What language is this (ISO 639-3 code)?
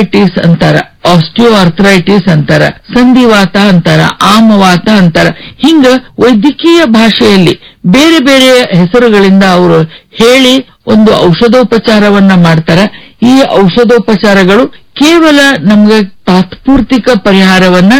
kan